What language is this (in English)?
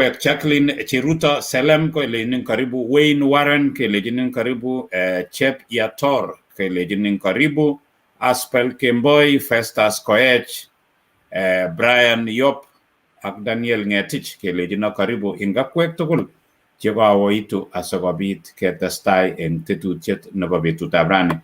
Kalenjin